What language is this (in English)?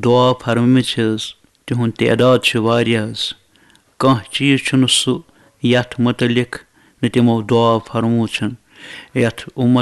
Kashmiri